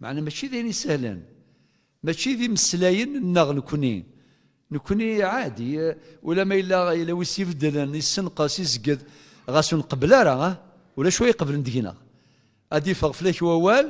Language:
Kabyle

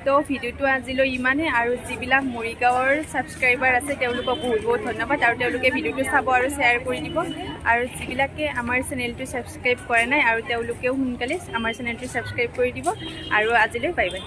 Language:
Assamese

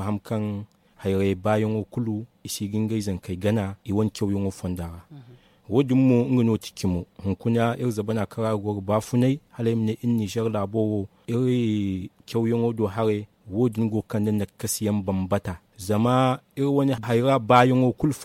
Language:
Zarma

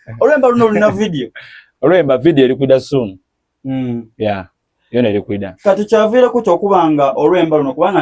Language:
Soga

